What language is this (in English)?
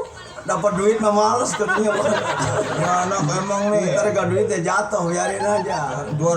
Betawi